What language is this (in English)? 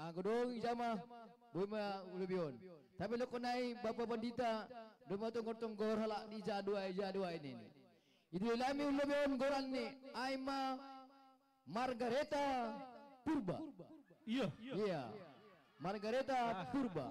Batak Simalungun